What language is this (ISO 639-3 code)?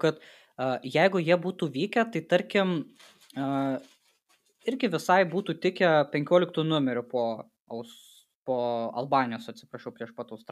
lit